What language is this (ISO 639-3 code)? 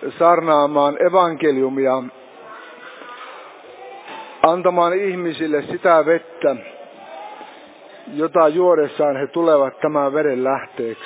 fin